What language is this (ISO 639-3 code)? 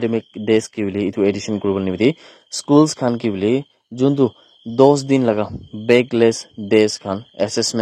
nag